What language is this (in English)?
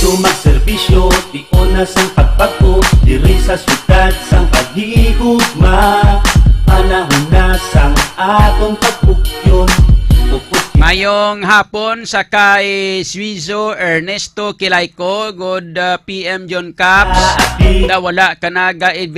Hiligaynon